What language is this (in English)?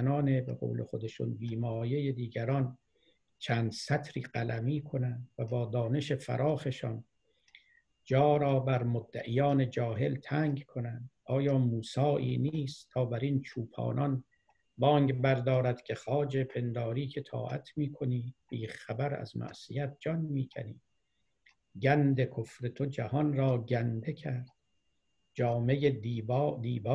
Persian